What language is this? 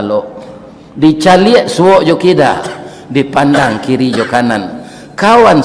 Minangkabau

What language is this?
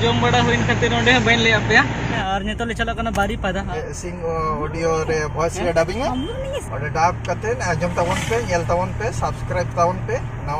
Santali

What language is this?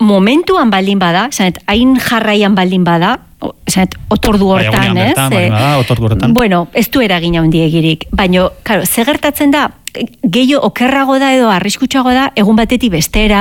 Basque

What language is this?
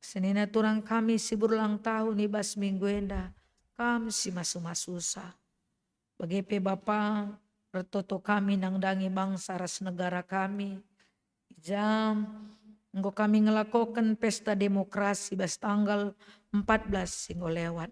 Batak Karo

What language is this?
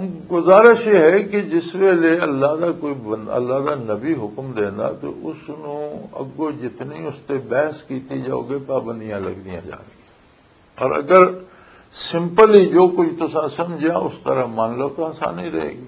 Western Panjabi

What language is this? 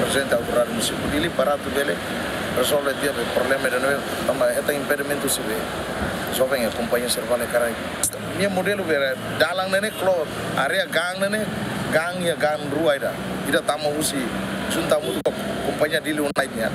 Tetum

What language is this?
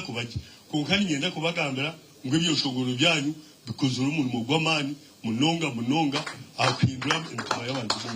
Nyankole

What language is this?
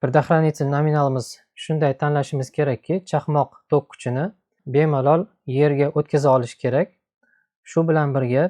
Uzbek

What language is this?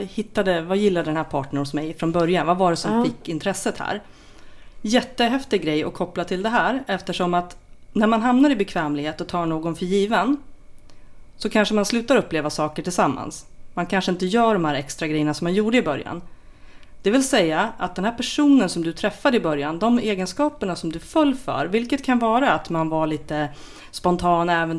Swedish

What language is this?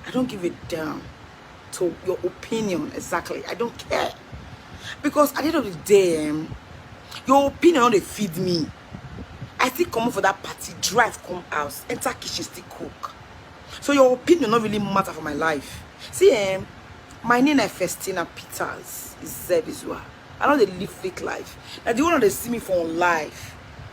Nigerian Pidgin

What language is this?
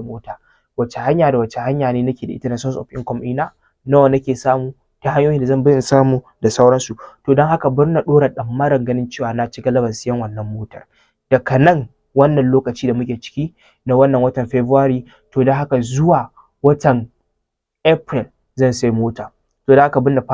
Hausa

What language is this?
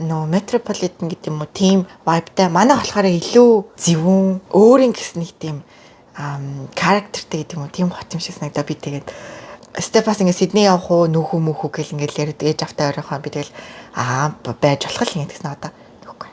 Mongolian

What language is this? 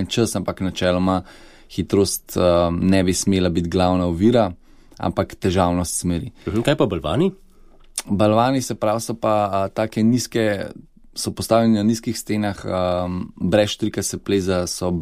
Slovenian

